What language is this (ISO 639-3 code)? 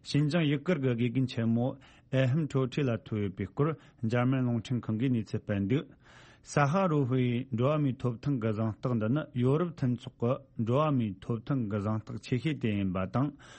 bod